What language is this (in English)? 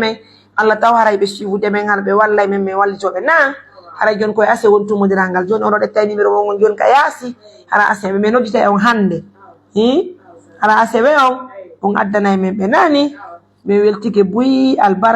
Pular